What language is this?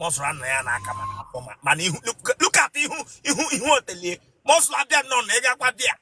Igbo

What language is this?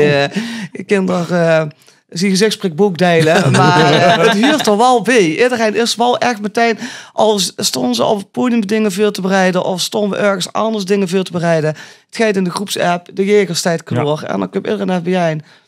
Limburgish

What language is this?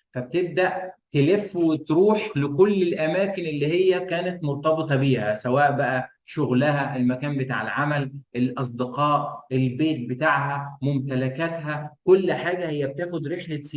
Egyptian Arabic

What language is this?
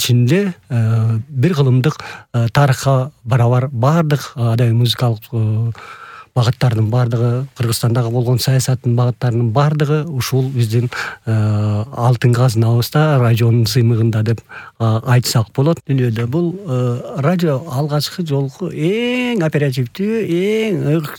Kyrgyz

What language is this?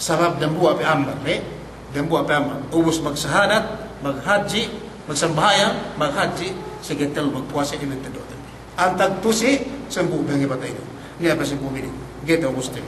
Yakan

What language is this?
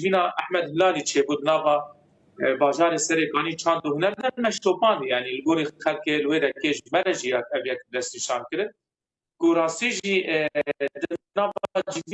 Kurdish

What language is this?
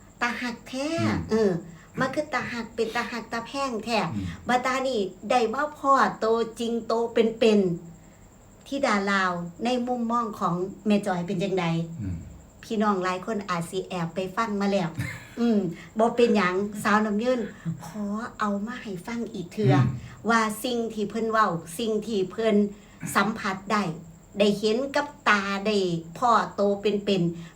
Northeastern Thai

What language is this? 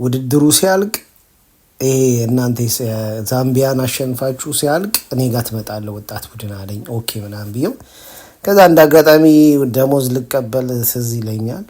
Amharic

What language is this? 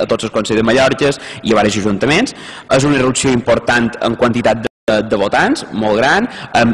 Catalan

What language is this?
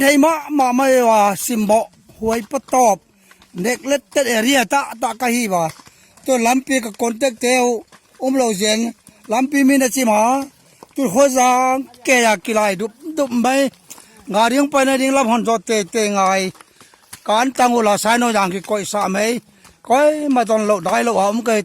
Paite Chin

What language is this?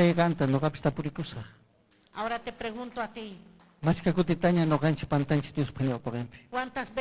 Ayacucho Quechua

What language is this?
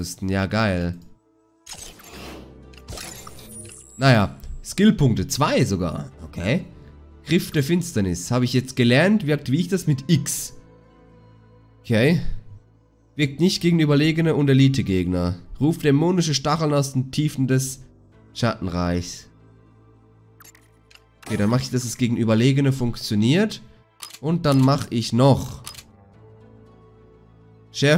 German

